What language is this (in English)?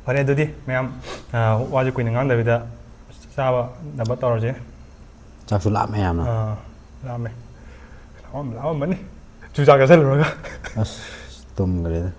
Manipuri